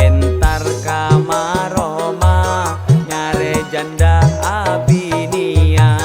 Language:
Madurese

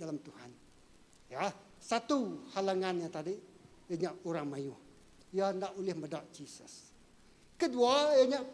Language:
Iban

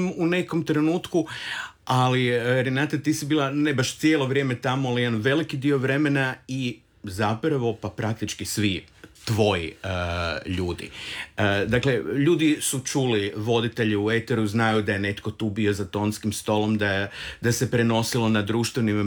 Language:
Croatian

